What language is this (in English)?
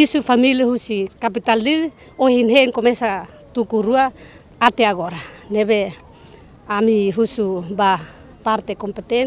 Tetum